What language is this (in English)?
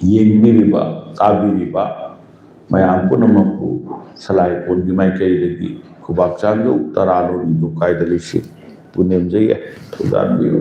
Manipuri